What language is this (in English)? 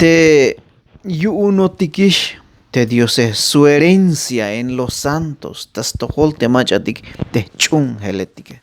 Tzeltal